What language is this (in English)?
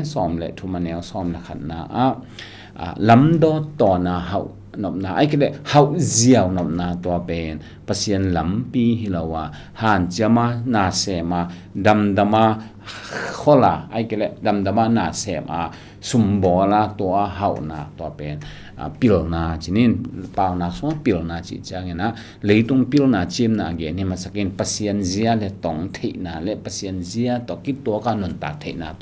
Tedim Chin